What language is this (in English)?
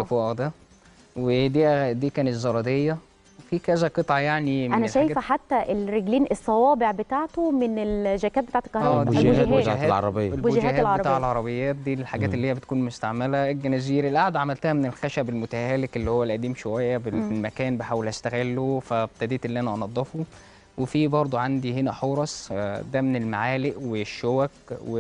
Egyptian Arabic